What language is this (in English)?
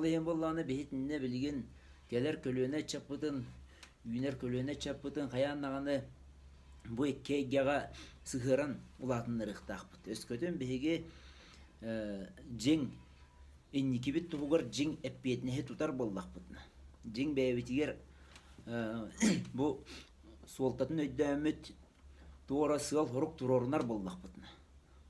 Yakut